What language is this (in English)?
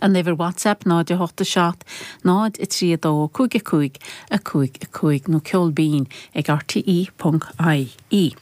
Irish